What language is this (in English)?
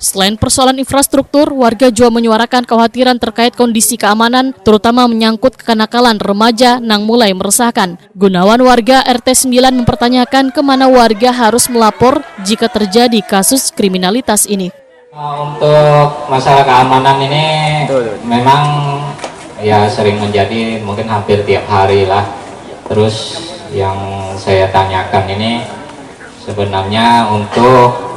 Banjar